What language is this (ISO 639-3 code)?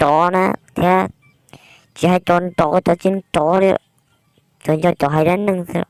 hmn